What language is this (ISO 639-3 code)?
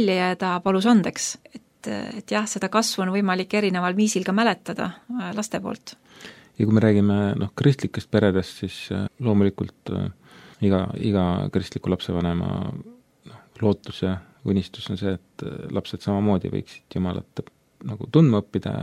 est